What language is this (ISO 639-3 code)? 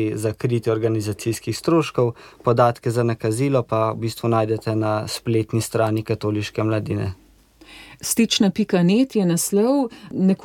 slv